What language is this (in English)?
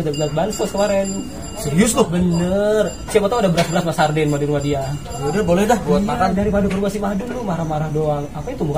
Betawi